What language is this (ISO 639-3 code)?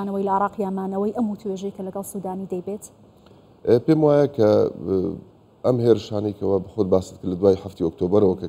ckb